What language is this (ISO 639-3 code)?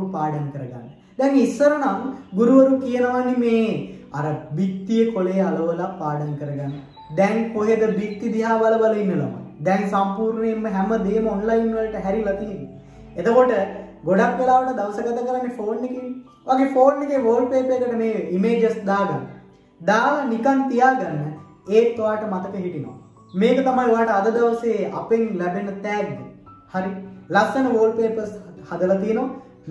sin